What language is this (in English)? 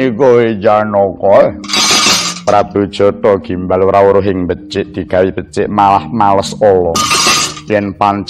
Javanese